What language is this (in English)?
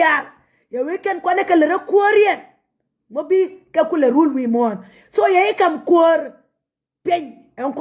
Nuer